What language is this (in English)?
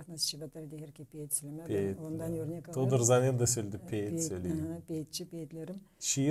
Gagauz